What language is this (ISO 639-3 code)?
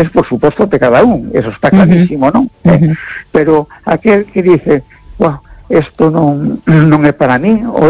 glg